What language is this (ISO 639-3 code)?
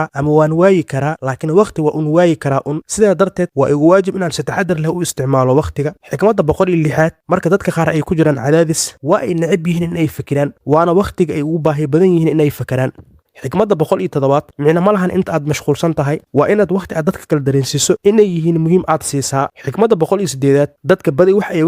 som